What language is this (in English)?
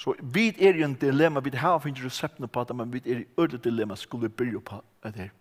Faroese